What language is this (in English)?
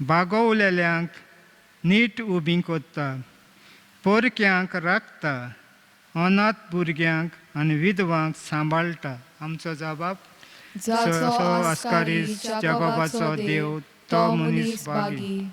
Konkani